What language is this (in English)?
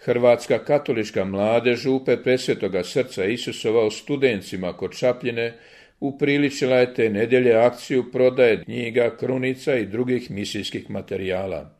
Croatian